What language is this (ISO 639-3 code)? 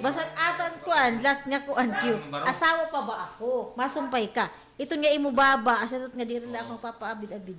war